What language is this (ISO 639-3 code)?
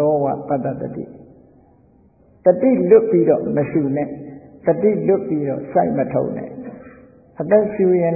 mya